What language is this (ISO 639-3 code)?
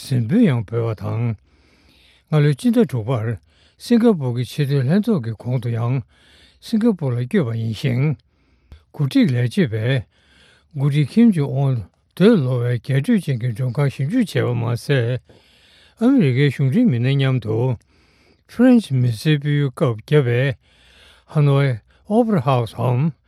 bod